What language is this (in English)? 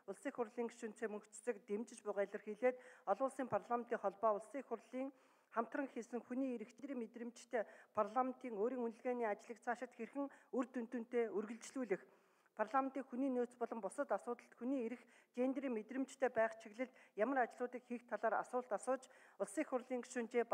Mongolian